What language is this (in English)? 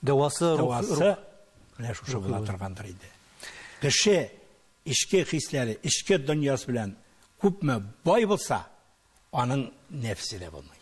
Tatar